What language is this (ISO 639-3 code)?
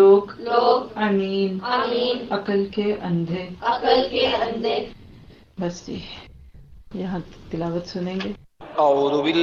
urd